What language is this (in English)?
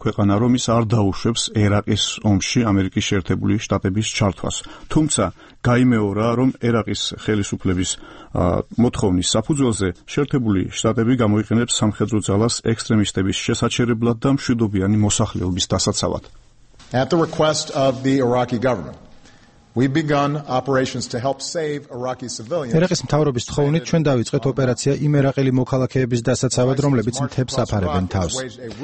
Georgian